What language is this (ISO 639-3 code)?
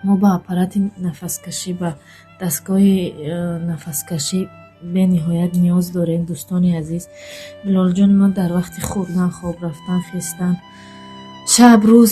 tgk